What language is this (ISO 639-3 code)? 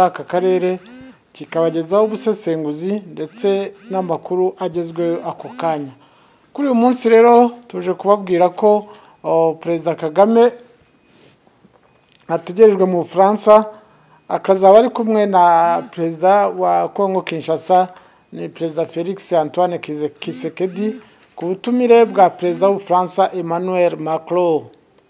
kin